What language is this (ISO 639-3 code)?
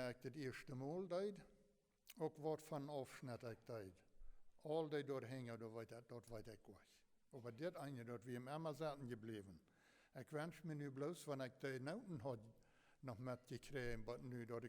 pdt